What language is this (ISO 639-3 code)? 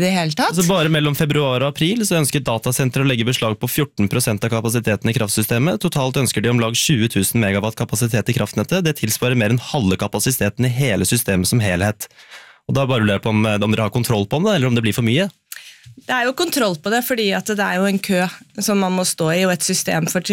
nor